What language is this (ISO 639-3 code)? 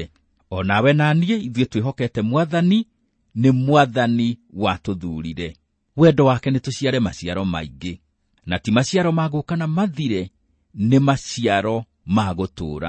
kik